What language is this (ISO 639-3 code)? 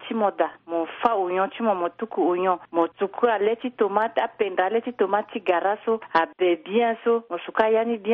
sag